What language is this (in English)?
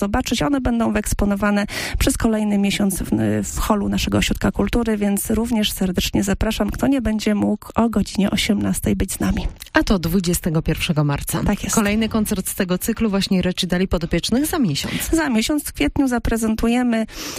Polish